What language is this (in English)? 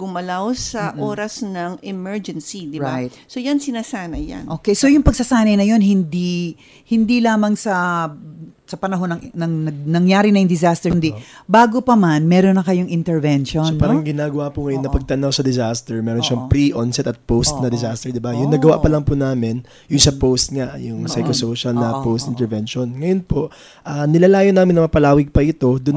Filipino